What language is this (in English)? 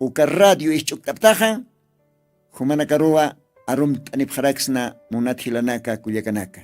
Aymara